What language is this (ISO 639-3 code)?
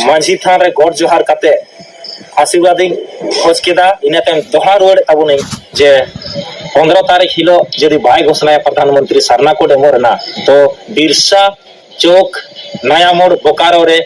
sat